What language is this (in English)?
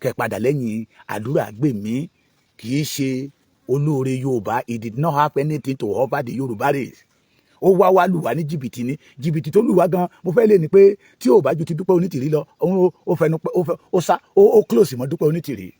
Yoruba